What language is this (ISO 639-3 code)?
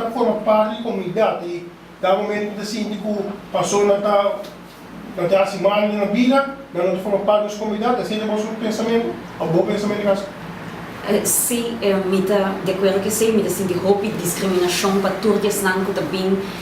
pap